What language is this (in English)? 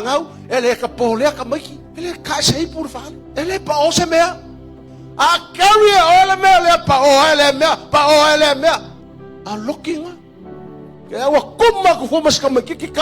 Samoan